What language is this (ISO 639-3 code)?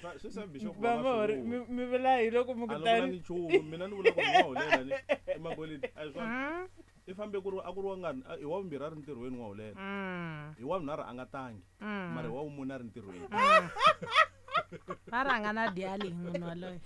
tso